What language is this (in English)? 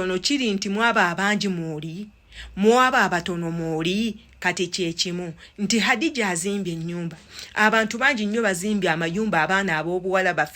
Ganda